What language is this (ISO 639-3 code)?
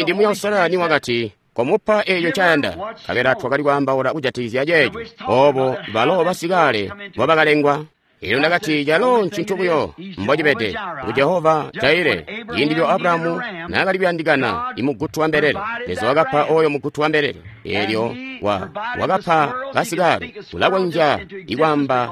toi